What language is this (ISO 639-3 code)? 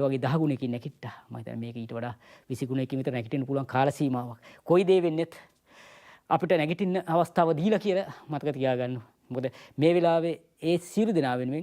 sin